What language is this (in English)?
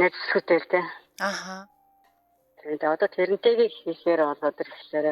Mongolian